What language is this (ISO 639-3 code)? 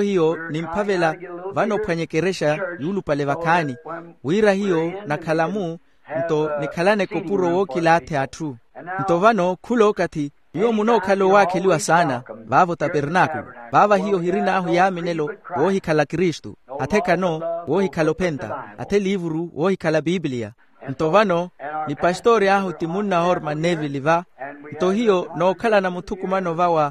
vmw